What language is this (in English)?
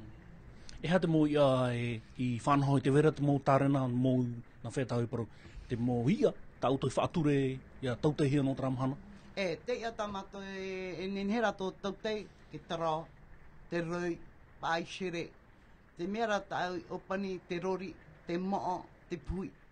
Tahitian